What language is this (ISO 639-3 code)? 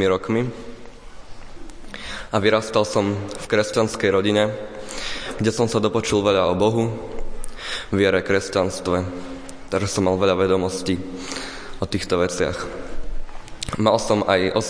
slk